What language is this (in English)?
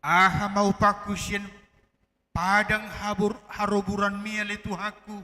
Batak Toba